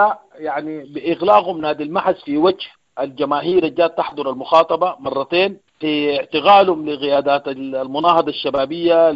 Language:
Sudanese Arabic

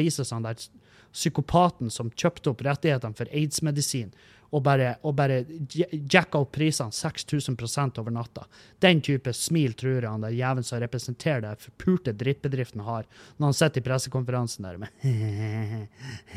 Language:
Norwegian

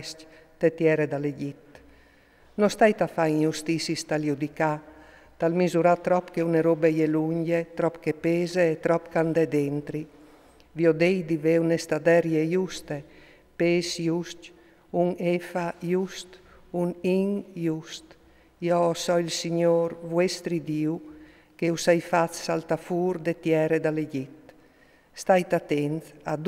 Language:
Friulian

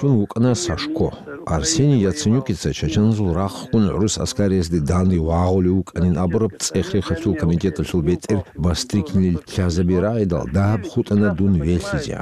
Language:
Avaric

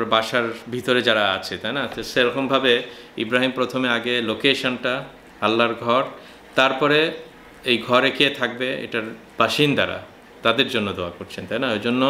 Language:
Bangla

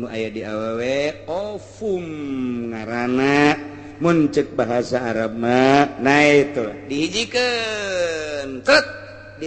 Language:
Sundanese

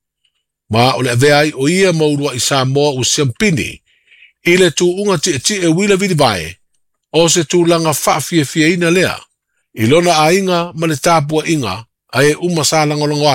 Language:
Samoan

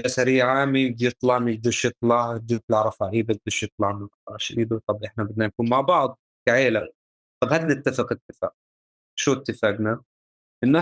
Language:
North Levantine Arabic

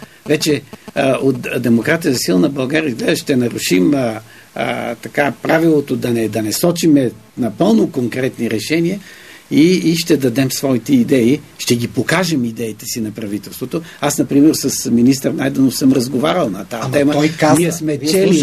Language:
Bulgarian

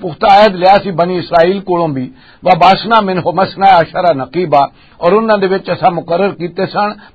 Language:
Western Panjabi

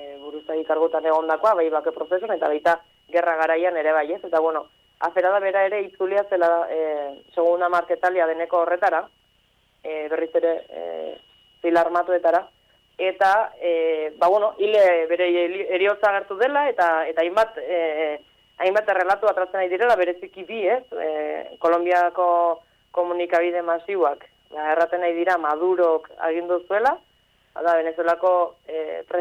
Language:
Basque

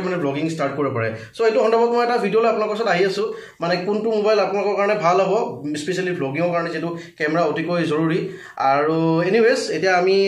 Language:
Assamese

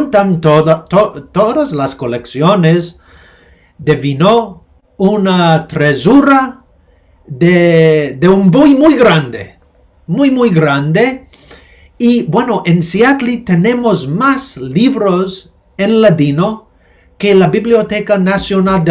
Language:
Ladino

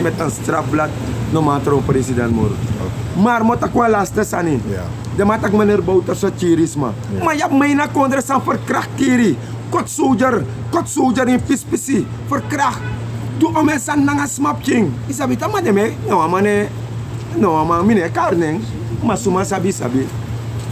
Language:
Sranan Tongo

